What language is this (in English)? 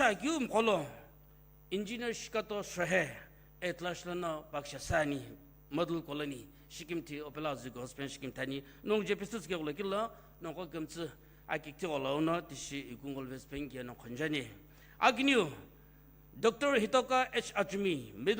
Sumi Naga